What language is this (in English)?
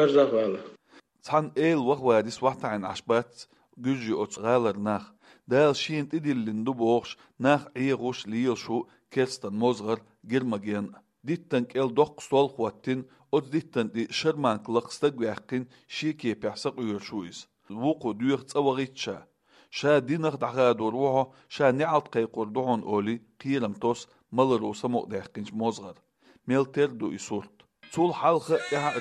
Chechen